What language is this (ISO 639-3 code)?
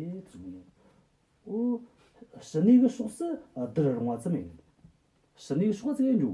bod